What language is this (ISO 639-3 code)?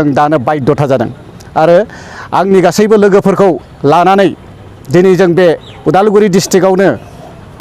brx